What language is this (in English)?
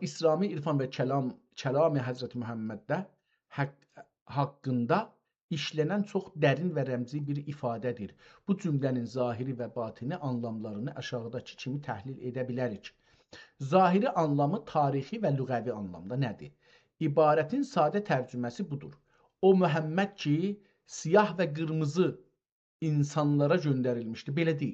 South Azerbaijani